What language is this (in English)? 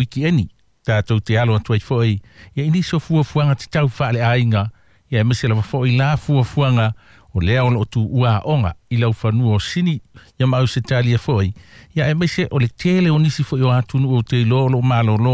Samoan